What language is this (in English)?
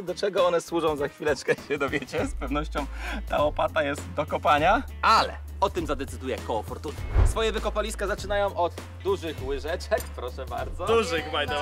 Polish